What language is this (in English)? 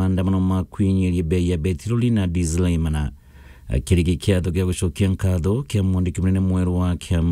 Meru